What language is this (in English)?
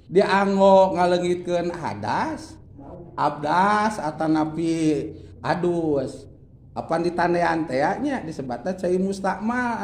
Sundanese